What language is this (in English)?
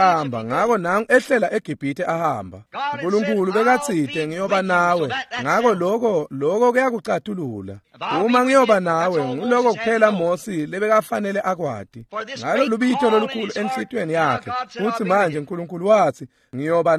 Swati